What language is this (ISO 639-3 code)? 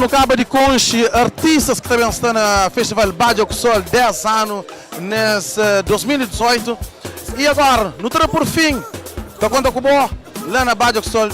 kea